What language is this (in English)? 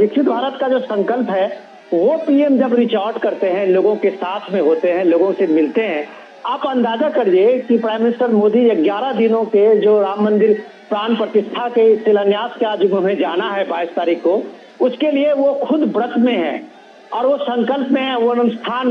Hindi